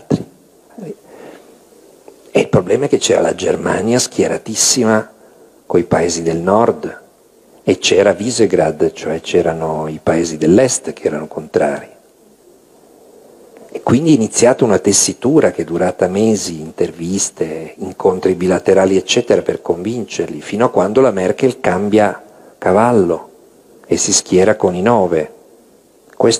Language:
Italian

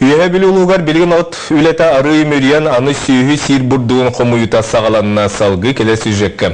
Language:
Yakut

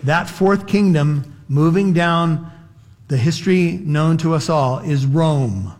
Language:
English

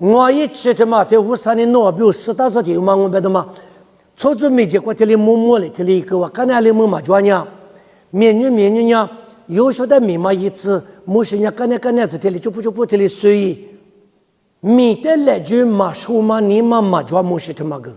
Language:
Lisu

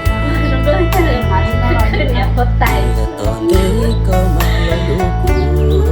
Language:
Hmong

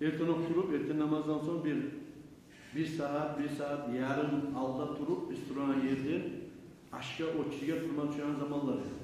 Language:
Kumyk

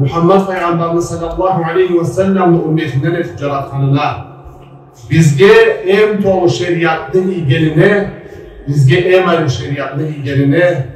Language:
Karachay-Balkar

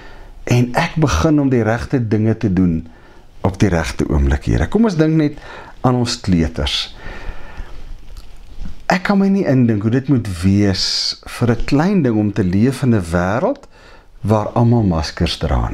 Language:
Afrikaans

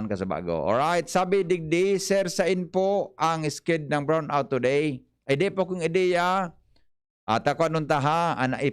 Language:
Bikol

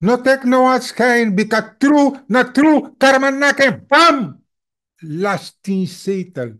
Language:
Sranan Tongo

